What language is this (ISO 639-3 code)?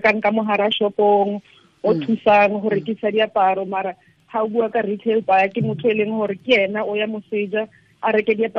tsn